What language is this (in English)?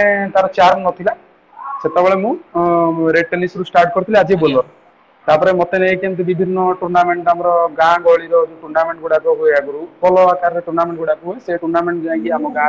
Odia